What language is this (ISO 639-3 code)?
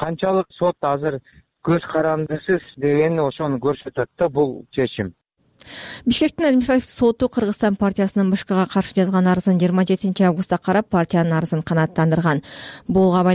kir